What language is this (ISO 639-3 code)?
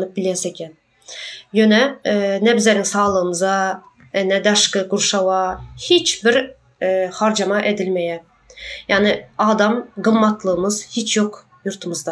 tuk